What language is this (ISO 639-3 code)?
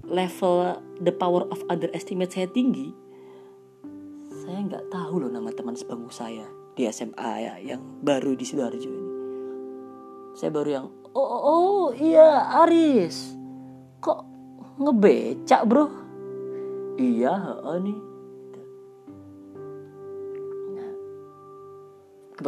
ind